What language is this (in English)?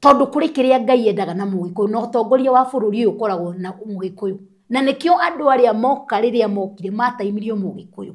Kikuyu